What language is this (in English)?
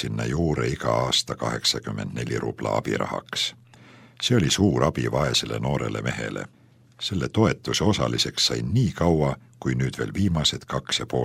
Estonian